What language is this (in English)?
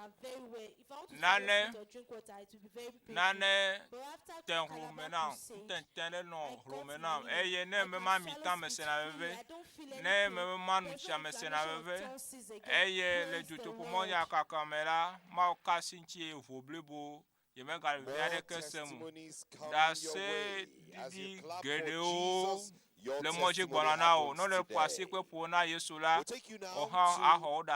Ewe